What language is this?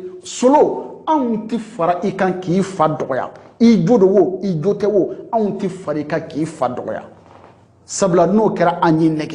Bambara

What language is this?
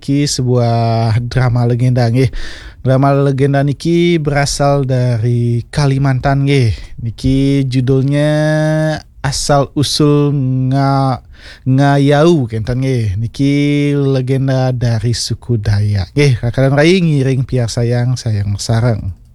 Balinese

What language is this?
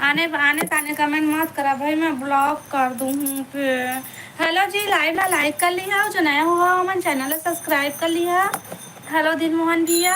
Chhattisgarhi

